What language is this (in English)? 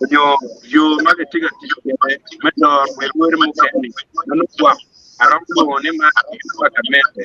Acoli